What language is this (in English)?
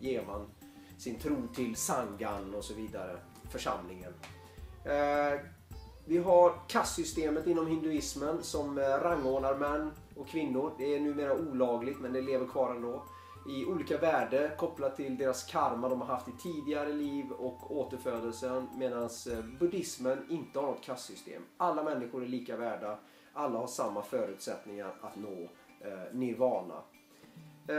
Swedish